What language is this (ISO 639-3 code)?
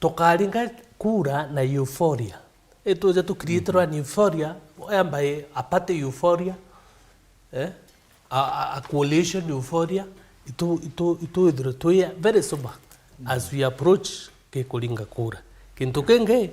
mer